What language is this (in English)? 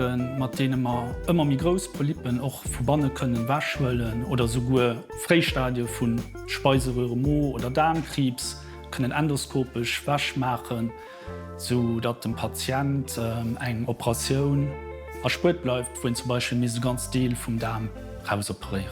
Luxembourgish